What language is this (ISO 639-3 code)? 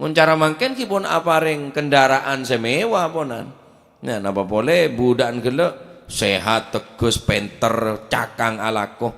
mad